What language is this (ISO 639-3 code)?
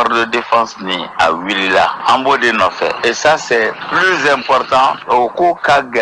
bam